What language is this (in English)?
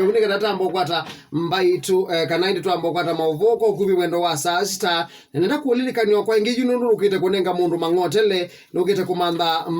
Kamba